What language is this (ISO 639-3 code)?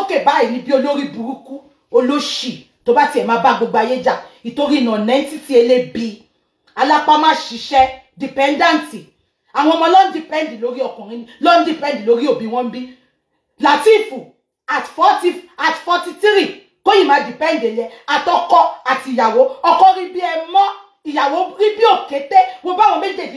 yor